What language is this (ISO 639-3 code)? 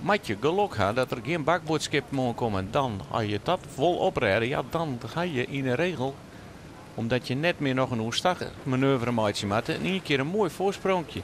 fry